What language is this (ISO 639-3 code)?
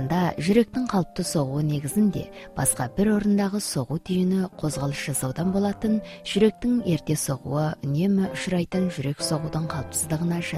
kaz